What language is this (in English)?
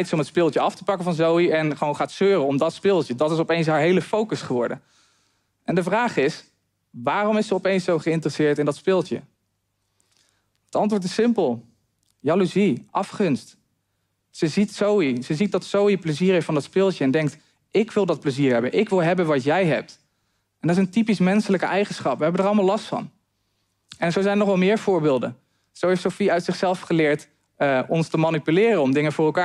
Dutch